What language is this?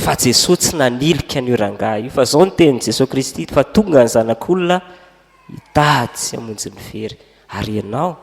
Malagasy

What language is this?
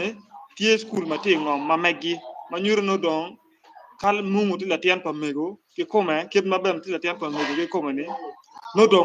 Acoli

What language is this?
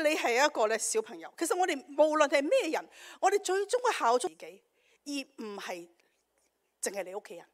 Cantonese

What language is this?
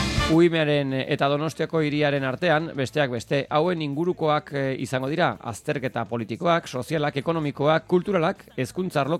Basque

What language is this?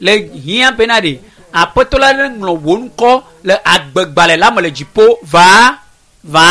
Ewe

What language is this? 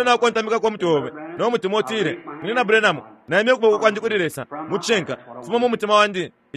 Bemba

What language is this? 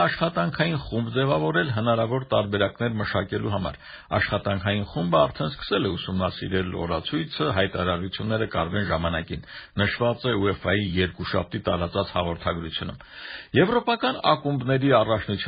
Armenian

